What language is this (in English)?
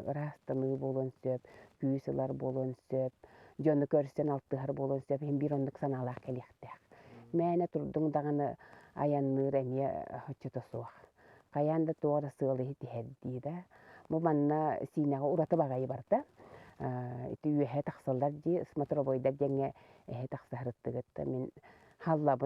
Yakut